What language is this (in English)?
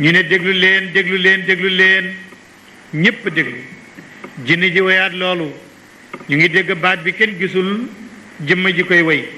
Wolof